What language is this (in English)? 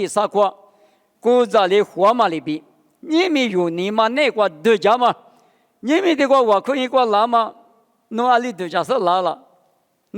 Lisu